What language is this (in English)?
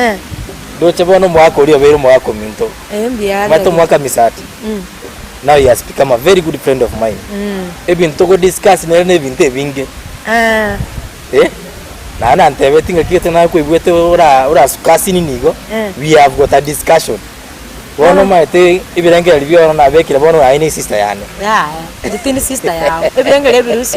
Gusii